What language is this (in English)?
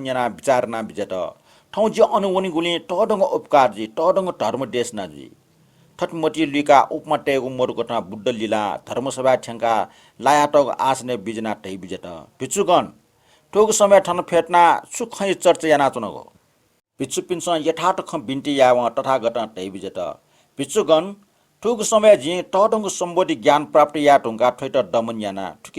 Newari